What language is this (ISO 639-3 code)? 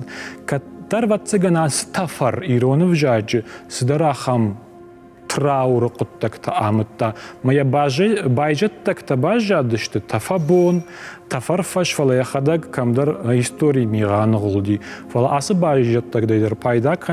oss